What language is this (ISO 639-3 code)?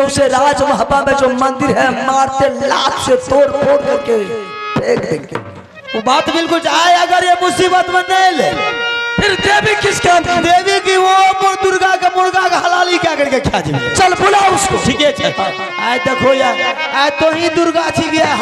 mai